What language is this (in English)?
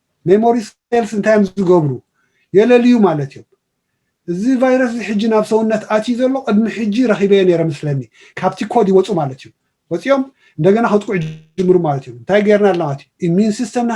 Tigrinya